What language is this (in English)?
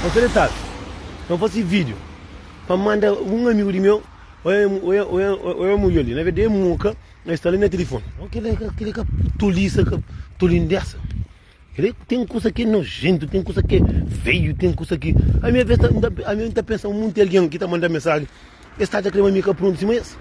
Kabuverdianu